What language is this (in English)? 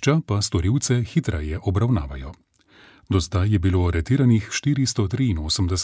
Slovenian